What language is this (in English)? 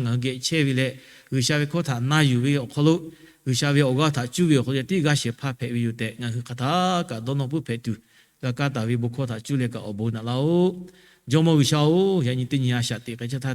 Lahu